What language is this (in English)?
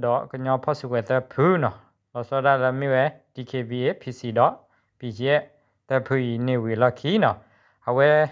S'gaw Karen